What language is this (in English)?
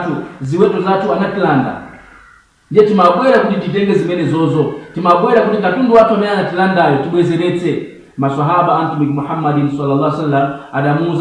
Nyanja